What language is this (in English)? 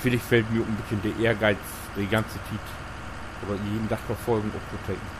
Low German